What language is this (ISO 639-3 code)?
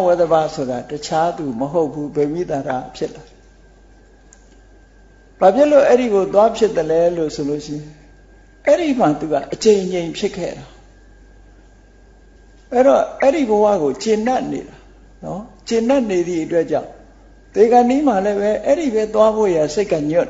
mya